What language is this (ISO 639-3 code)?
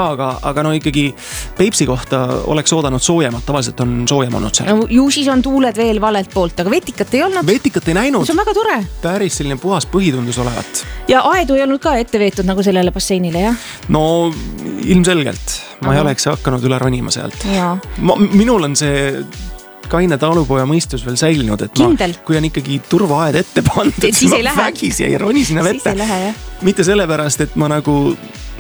est